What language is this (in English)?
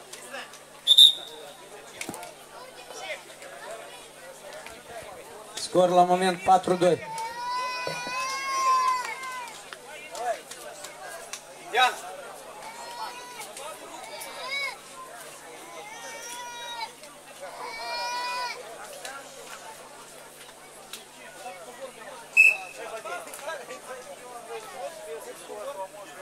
Romanian